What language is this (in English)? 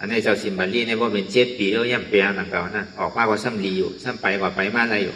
Shan